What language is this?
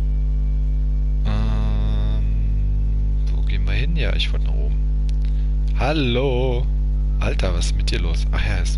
German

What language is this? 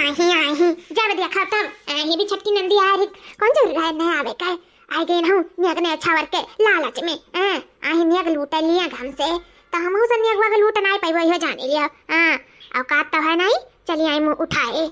Awadhi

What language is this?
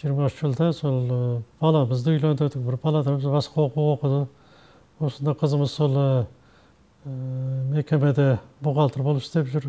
Kazakh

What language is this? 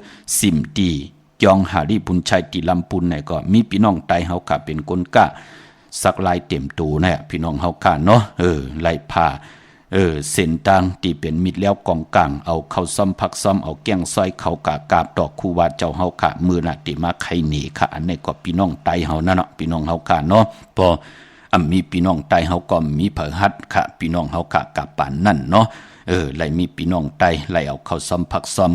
Shan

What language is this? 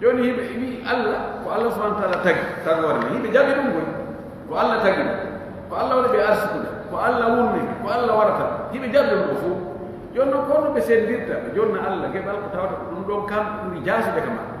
Fula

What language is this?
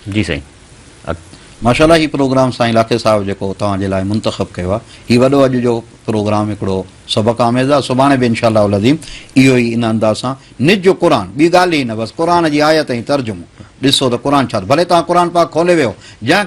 Sindhi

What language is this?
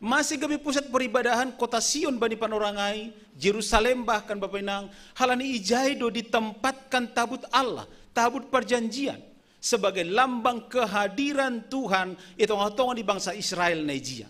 Batak Simalungun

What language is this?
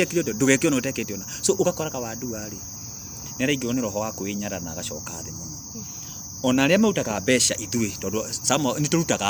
Kikuyu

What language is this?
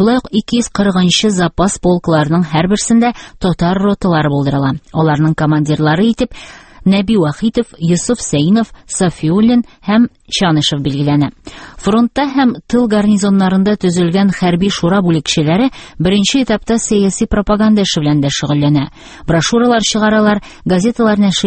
Tatar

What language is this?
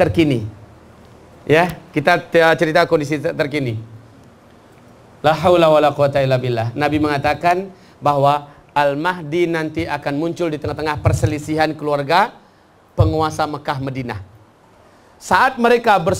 Indonesian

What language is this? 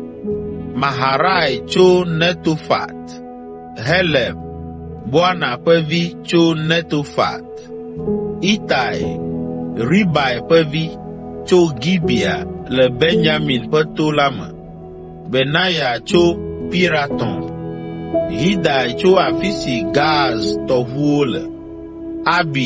Ewe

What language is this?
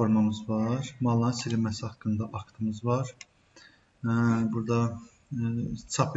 Azerbaijani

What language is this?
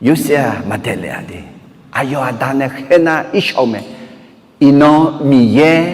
Akha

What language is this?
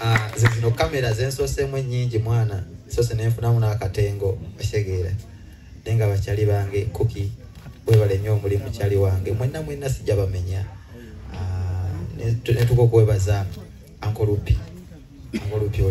Ganda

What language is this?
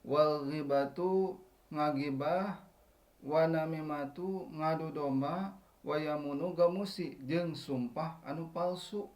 Sundanese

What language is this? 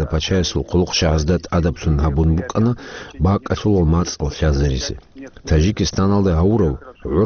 Avaric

